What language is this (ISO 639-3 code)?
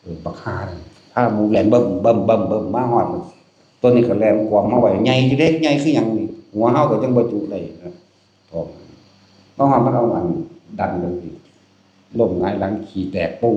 tts